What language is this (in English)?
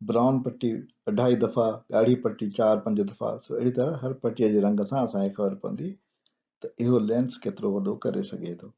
Sindhi